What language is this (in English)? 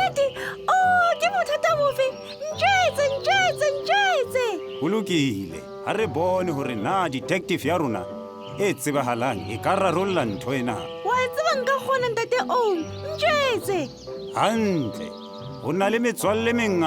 Southern Sotho